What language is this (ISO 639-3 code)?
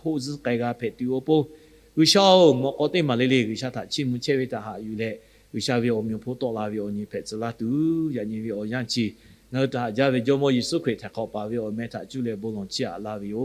lhu